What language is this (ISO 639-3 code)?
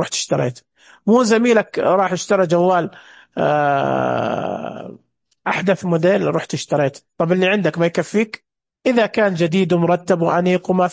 ars